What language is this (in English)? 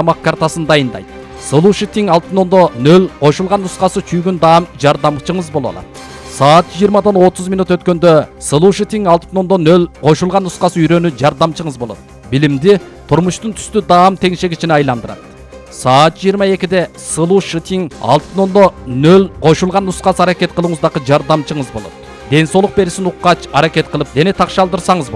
Kyrgyz